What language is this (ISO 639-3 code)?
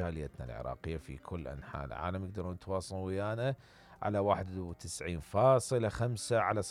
acm